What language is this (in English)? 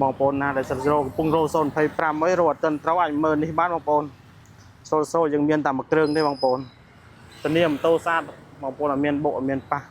Khmer